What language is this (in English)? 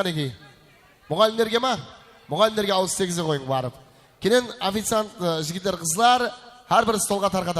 Kara-Kalpak